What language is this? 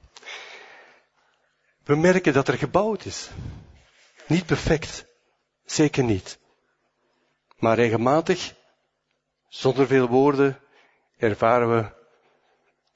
Dutch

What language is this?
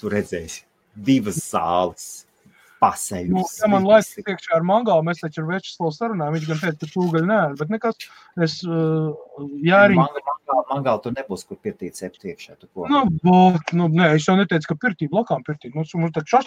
Latvian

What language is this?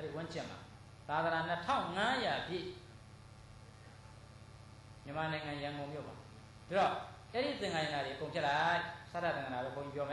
Burmese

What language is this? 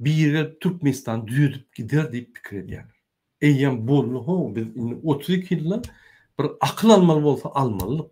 Turkmen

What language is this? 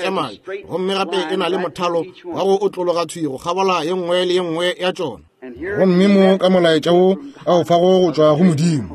Northern Sotho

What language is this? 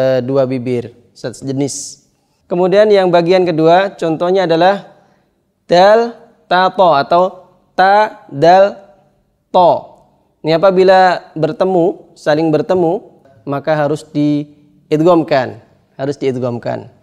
Indonesian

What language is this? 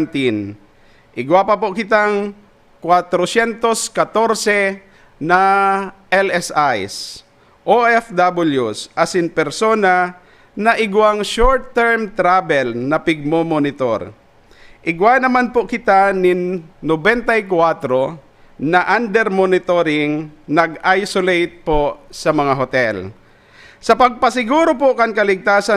Bikol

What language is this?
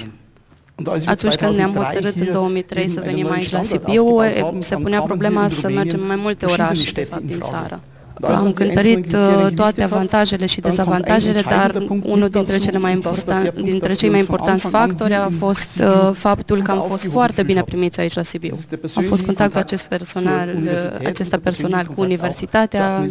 Romanian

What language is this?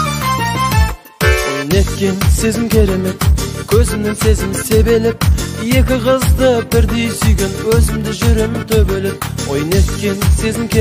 Kazakh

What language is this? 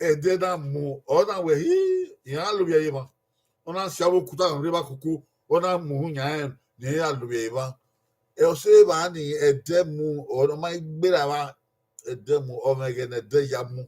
Bini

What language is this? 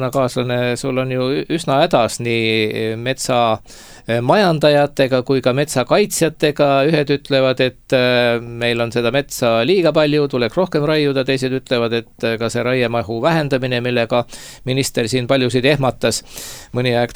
Estonian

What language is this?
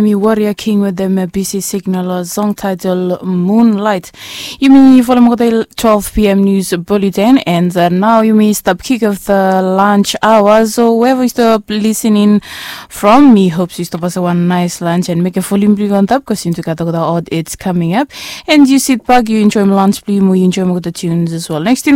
Bislama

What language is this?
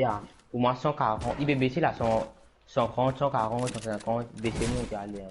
Morisyen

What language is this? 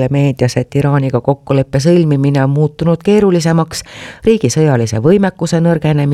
Estonian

